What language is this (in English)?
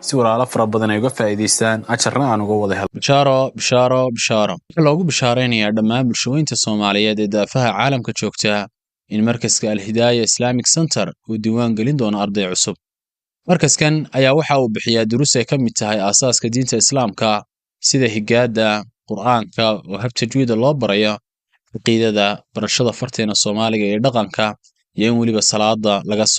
Somali